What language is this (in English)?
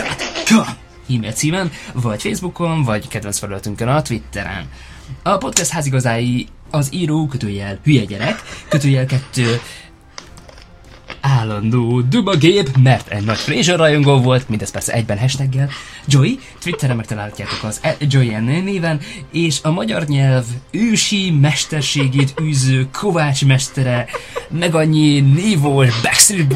Hungarian